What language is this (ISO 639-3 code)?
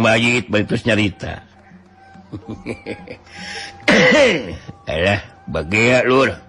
sun